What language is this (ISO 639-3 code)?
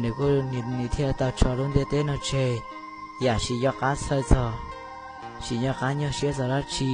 hmn